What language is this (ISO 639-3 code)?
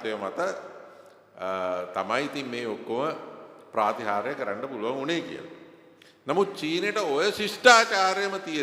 sin